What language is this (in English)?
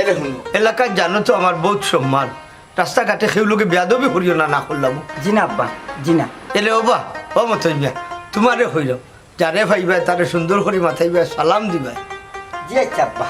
Sylheti